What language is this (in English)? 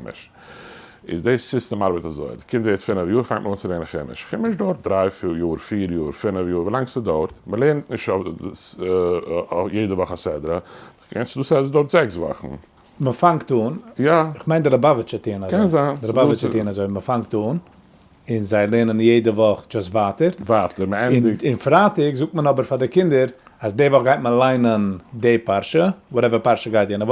Yiddish